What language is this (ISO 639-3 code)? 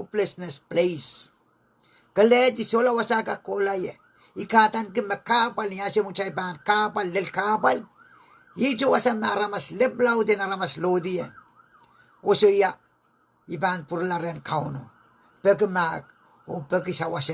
pon